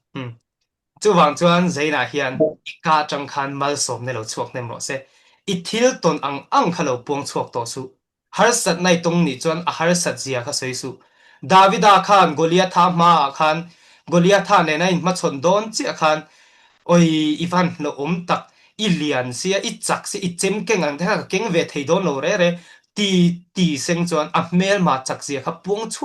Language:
Mizo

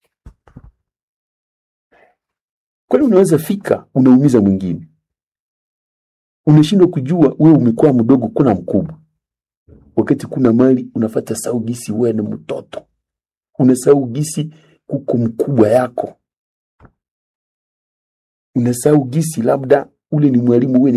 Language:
Swahili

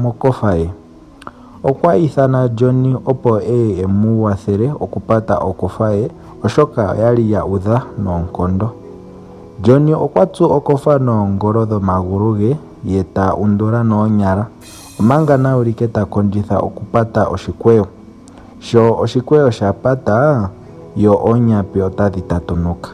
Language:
Ndonga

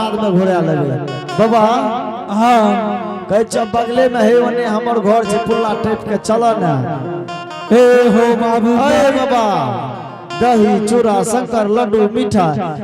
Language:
Angika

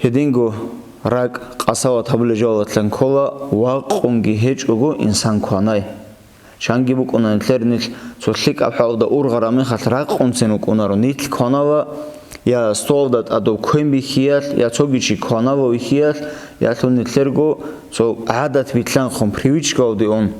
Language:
Avaric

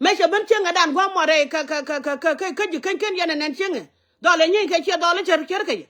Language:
Nuer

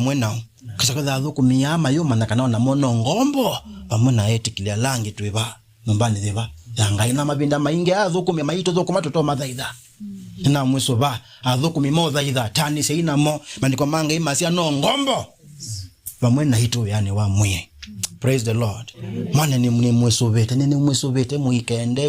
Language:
Kamba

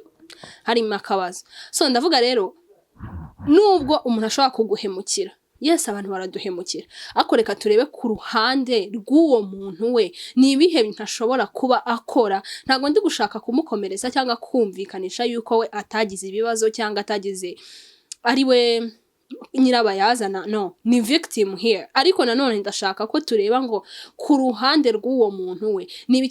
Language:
Kinyarwanda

